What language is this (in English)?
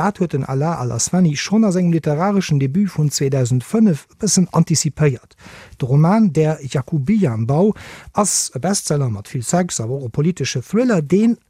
Luxembourgish